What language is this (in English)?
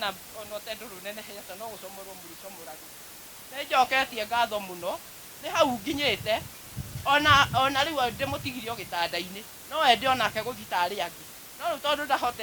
Kikuyu